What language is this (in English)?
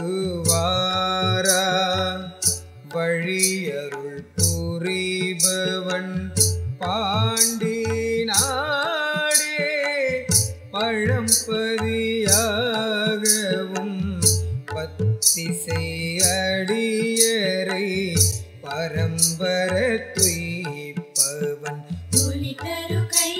Tamil